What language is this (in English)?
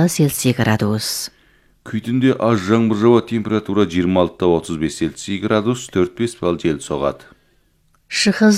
Kazakh